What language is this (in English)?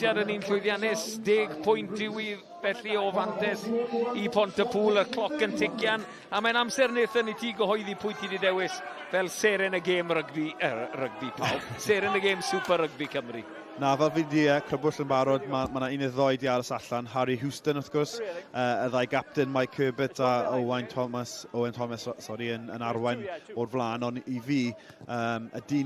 Welsh